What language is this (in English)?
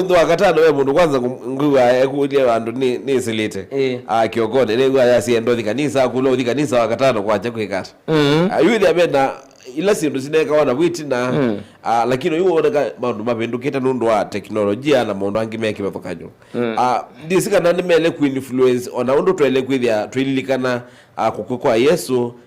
Kamba